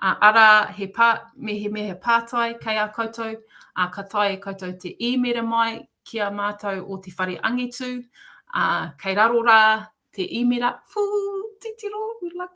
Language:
Māori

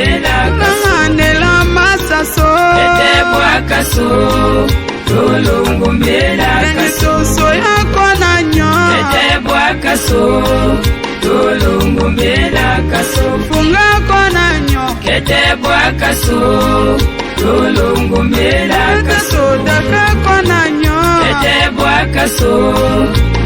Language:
Tetela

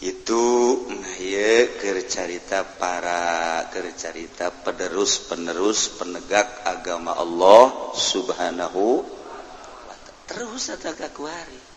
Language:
Sundanese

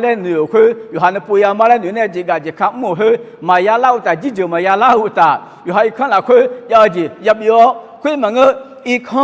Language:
Akha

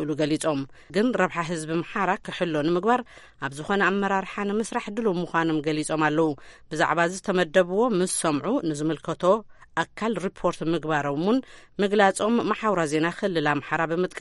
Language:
Tigrinya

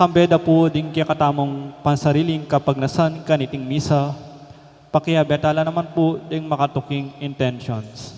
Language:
Pampanga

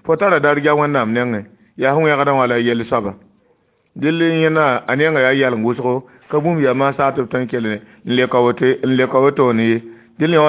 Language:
Mossi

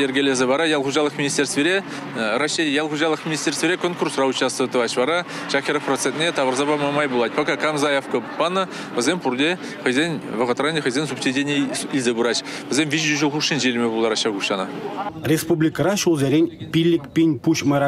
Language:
Chuvash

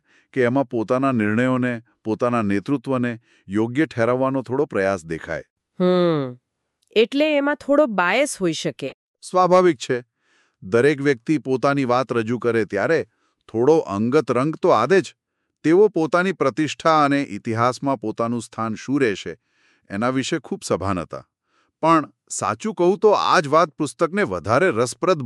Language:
Gujarati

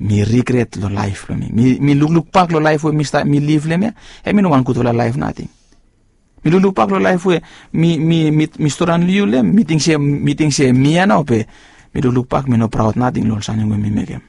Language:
Bislama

